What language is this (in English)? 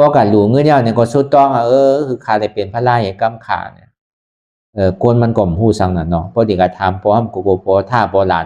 Shan